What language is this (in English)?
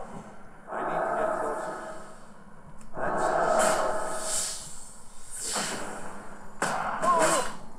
Romanian